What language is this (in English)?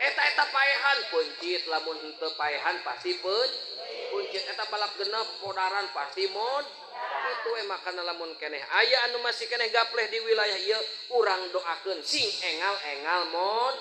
Sundanese